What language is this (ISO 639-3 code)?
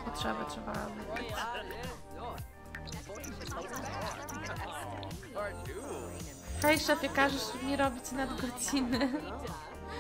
pol